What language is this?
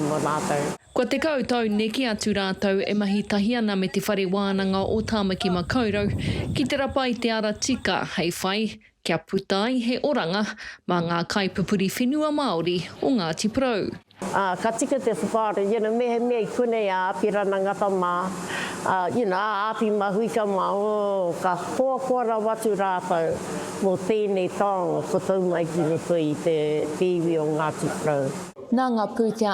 Māori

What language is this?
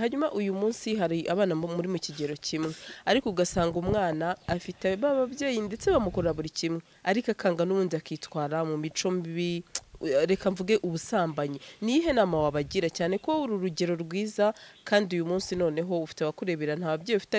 Kinyarwanda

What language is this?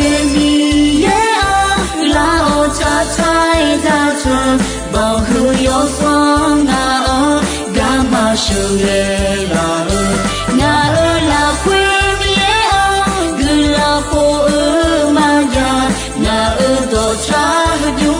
Akha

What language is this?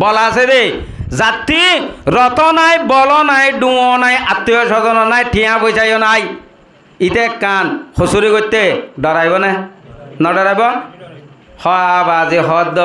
Rohingya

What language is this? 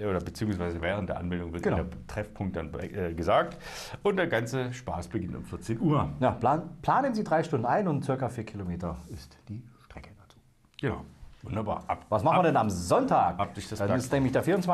German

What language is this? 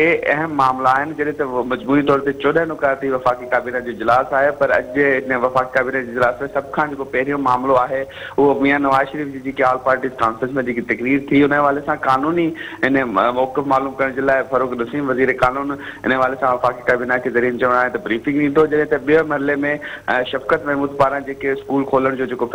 Sindhi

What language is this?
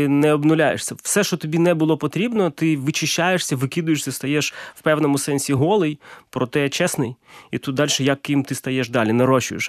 Ukrainian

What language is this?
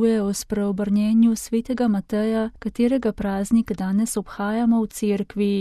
Slovenian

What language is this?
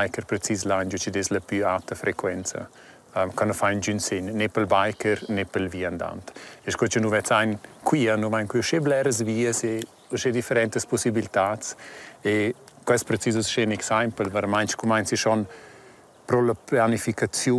Romansh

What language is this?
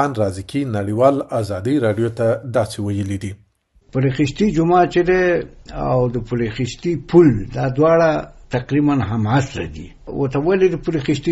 Pashto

